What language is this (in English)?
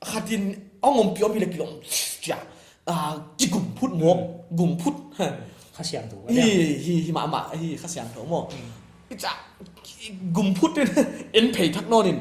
Paite Chin